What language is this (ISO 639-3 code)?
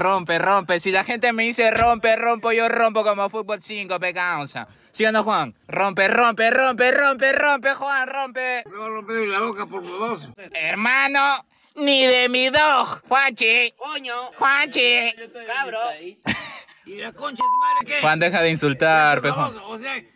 spa